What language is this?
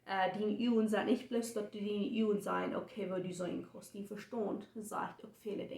Plautdietsch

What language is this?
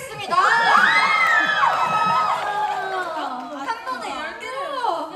Korean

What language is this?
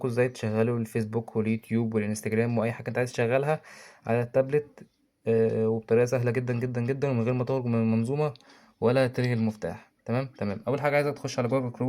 Egyptian Arabic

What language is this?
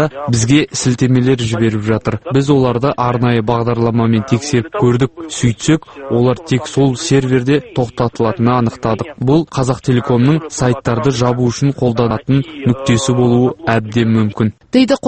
Kazakh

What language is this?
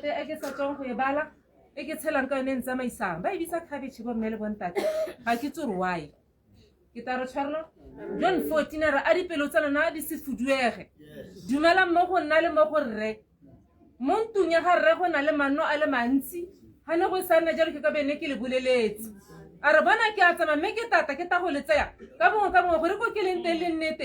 Tswana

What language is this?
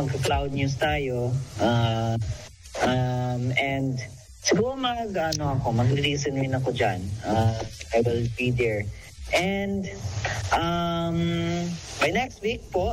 Filipino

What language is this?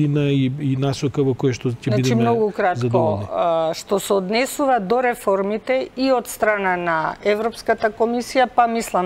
Macedonian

